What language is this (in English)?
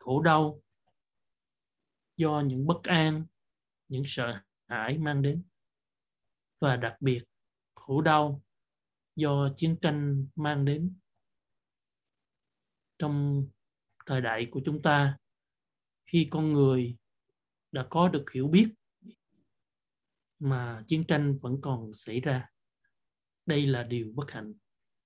Vietnamese